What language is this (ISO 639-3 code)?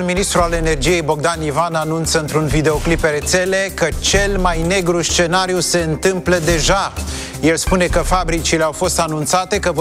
ron